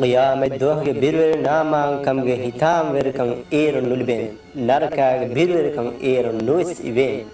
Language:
Divehi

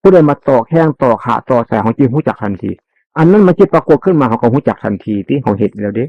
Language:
Northeastern Thai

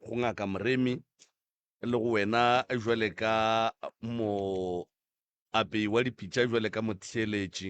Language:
Northern Sotho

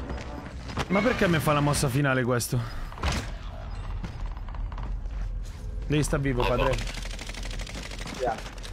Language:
Italian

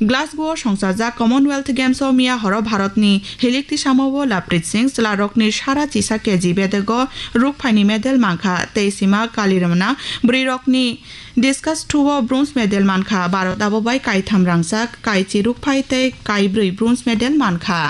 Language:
Kok Borok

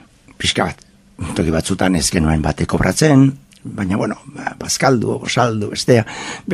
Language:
Basque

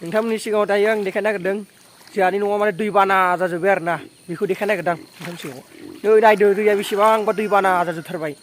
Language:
Bodo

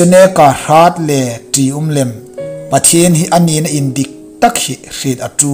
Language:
Hmar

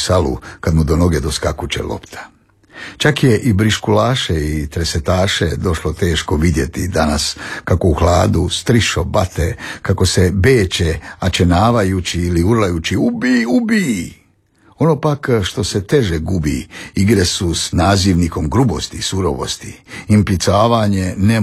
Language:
Croatian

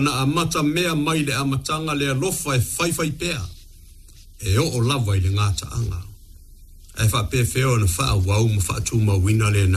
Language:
Samoan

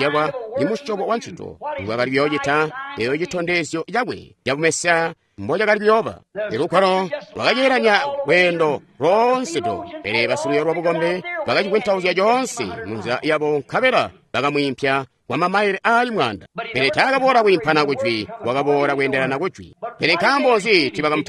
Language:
Tonga (Zambia)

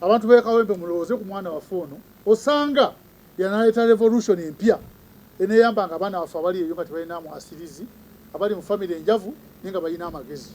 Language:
Ganda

